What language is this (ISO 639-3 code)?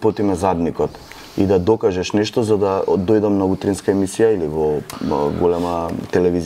mkd